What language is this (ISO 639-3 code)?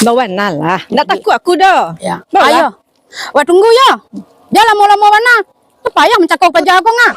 min